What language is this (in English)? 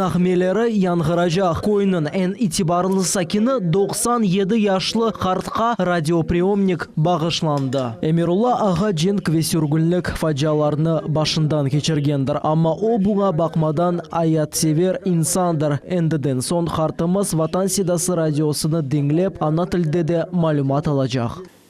Crimean Tatar